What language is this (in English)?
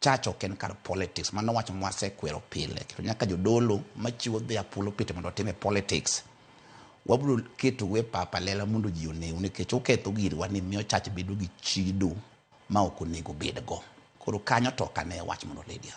Luo (Kenya and Tanzania)